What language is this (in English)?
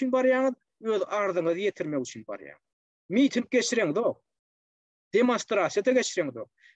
Turkmen